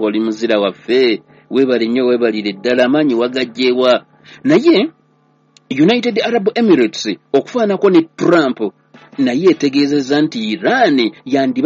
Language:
Ganda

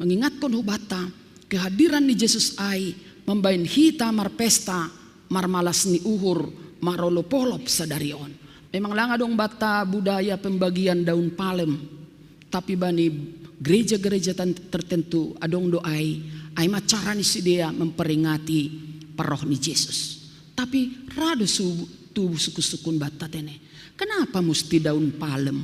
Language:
Batak Simalungun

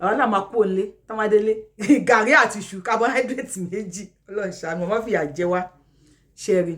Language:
Yoruba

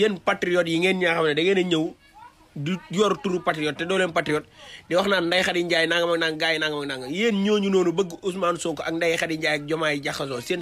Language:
Wolof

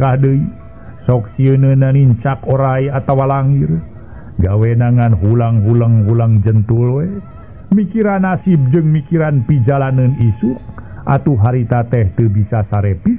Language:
Sundanese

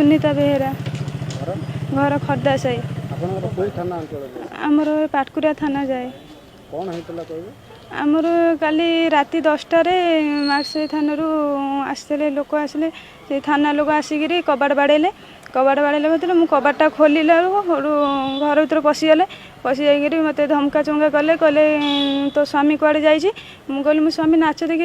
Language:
Odia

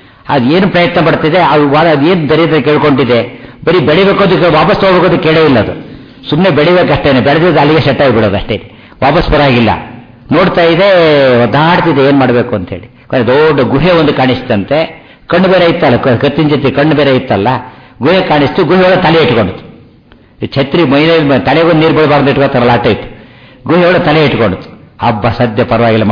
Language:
Kannada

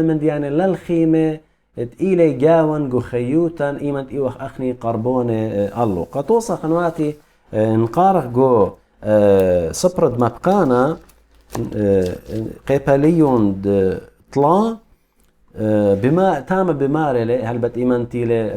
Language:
Assyrian Neo-Aramaic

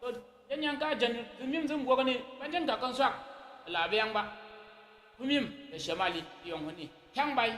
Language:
Tyap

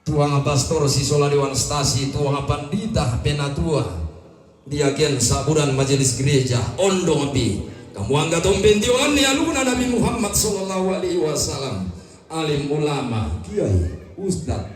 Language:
Toraja-Sa'dan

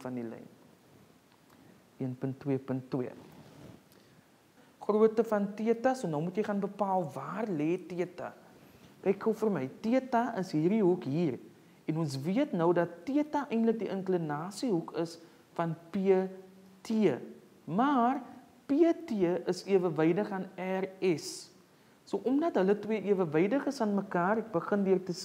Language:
Afrikaans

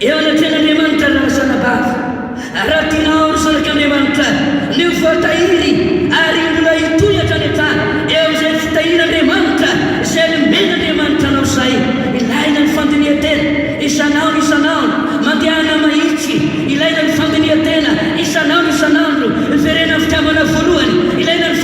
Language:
Malagasy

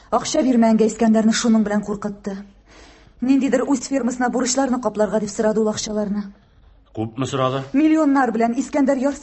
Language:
Tatar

